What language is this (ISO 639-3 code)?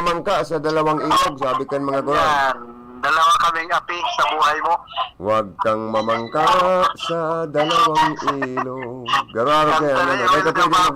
bik